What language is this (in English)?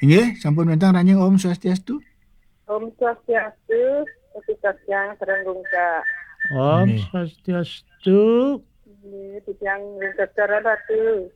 Balinese